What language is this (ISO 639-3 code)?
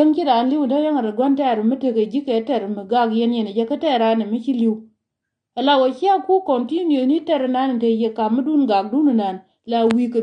nus